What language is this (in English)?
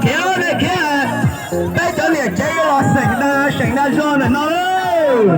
Hmong